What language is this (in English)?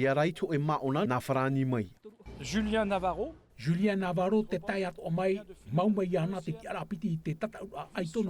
Tahitian